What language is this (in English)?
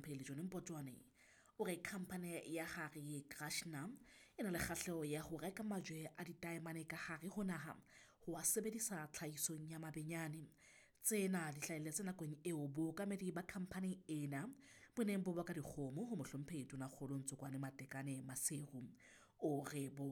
Southern Sotho